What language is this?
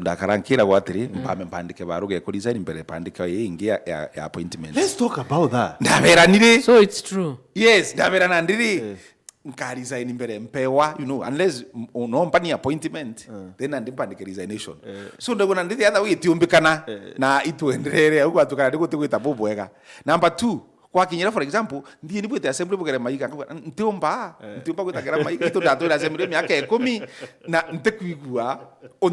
Meru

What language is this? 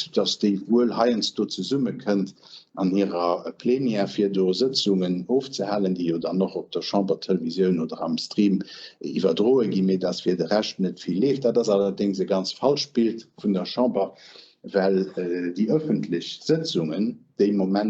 Luxembourgish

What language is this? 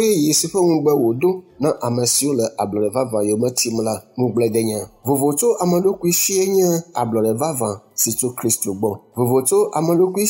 Ewe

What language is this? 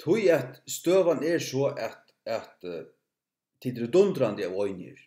Faroese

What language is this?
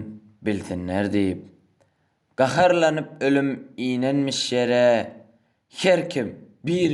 Turkmen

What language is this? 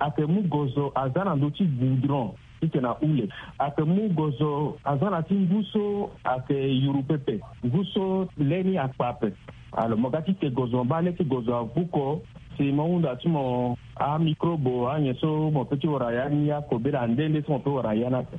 Sango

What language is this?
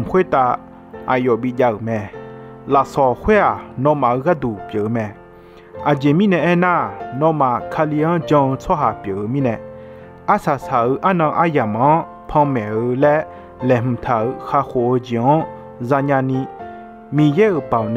Akha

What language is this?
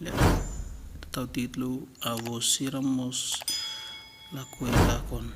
Tetum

